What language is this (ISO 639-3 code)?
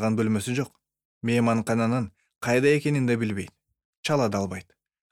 kir